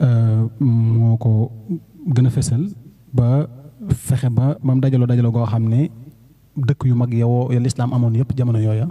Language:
Wolof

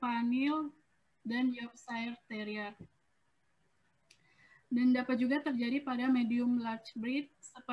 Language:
Indonesian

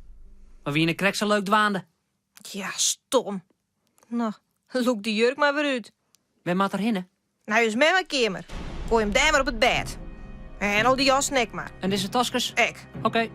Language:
Western Frisian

